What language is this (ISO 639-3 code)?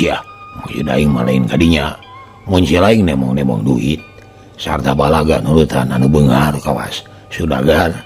sun